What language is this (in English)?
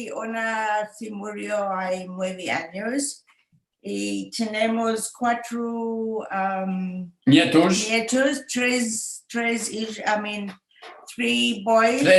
Ladino